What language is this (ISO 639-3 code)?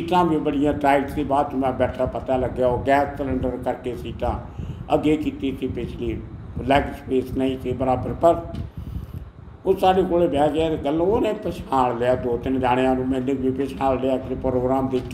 pan